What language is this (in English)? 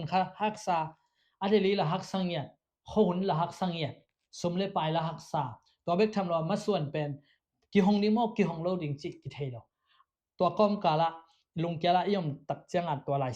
Tedim Chin